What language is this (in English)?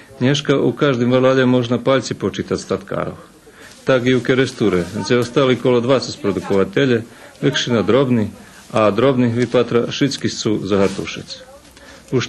Rusyn